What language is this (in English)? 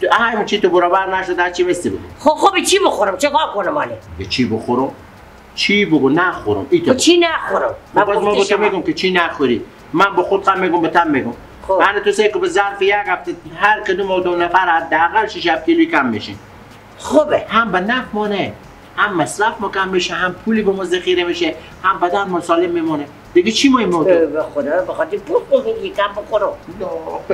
Persian